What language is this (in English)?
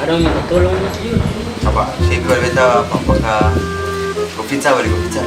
Ambonese Malay